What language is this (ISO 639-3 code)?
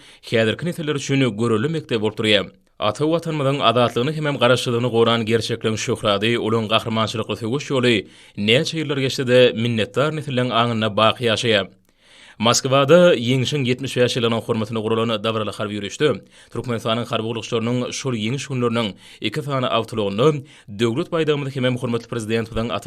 tuk